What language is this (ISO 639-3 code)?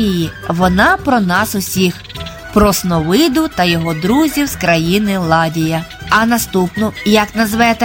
ukr